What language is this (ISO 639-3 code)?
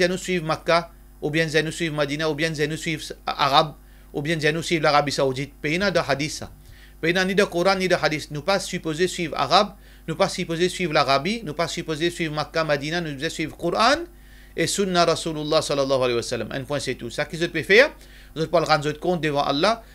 mfe